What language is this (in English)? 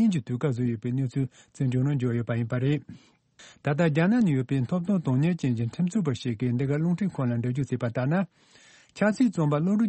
Tibetan